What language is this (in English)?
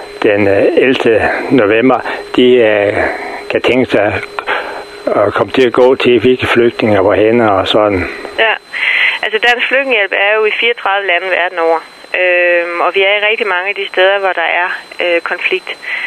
Danish